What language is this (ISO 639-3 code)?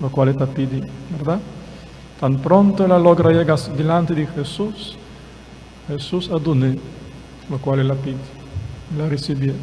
pap